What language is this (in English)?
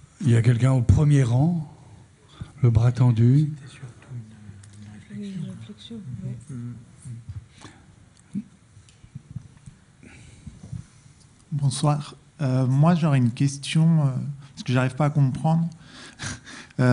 French